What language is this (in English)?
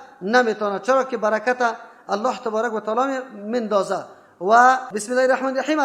Persian